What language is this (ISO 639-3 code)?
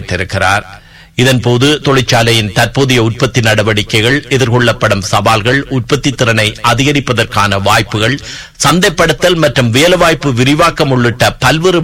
tam